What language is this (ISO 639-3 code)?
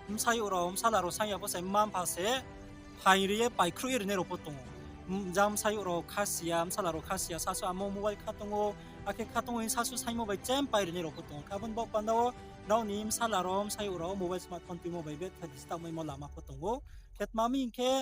ria